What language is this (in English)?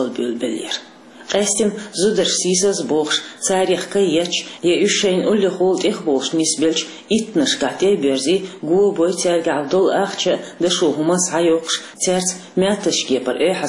Chechen